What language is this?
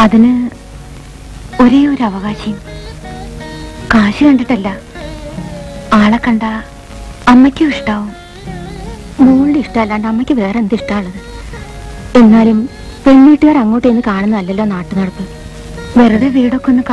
Malayalam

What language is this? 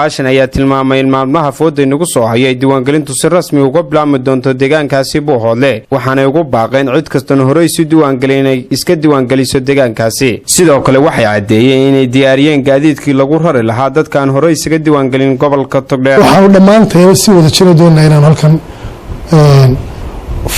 Somali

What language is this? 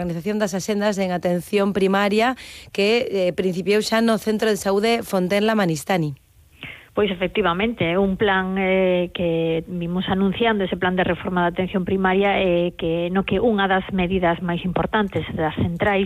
Galician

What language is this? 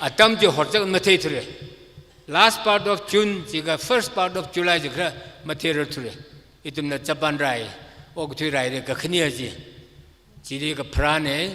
Tangkhul Naga (India)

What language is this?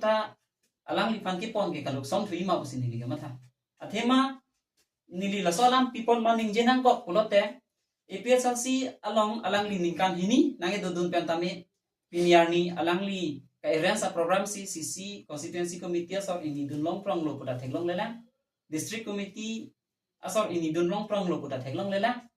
Karbi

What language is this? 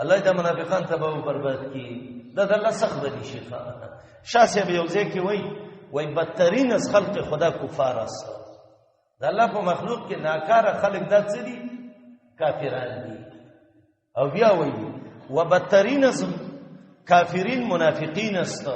Pashto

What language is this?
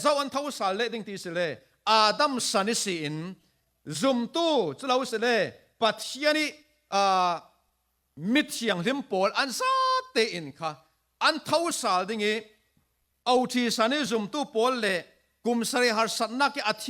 Falam Chin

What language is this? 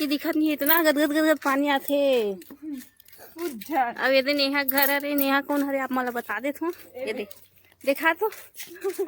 Chhattisgarhi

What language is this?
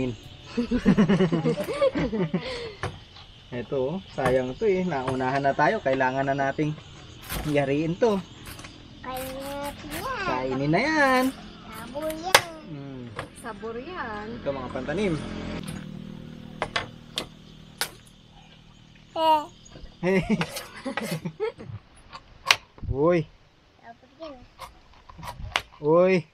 Filipino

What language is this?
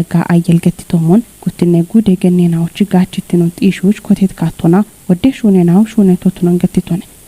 Kafa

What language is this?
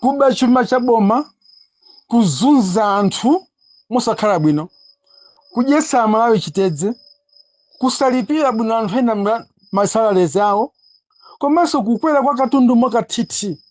Nyanja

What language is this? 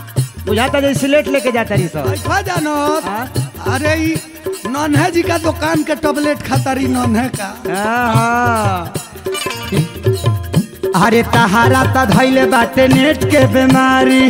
Bhojpuri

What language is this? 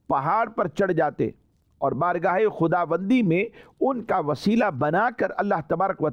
Urdu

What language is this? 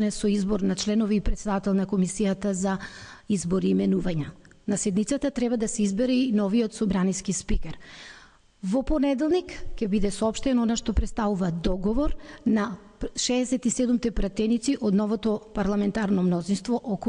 Macedonian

